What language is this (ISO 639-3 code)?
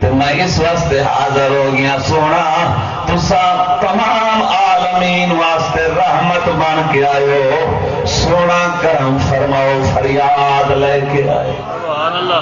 skr